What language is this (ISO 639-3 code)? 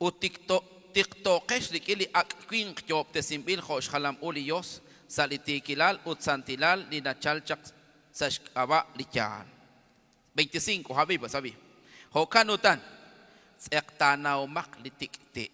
kek